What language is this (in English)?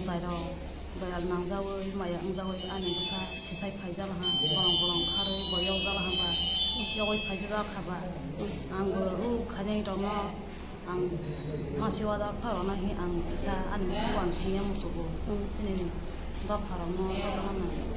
Riang (India)